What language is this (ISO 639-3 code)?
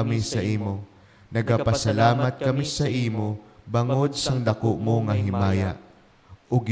hil